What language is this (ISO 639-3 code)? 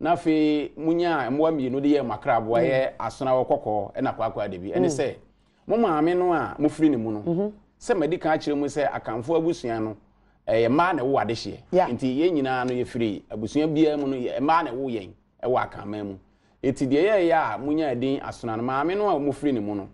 aka